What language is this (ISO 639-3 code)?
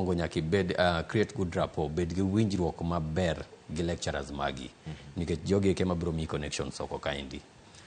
luo